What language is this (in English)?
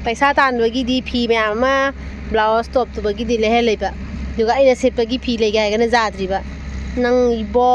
Manipuri